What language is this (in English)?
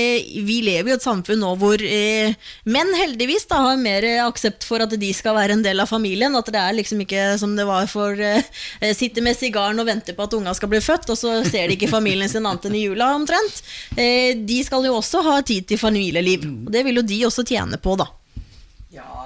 Norwegian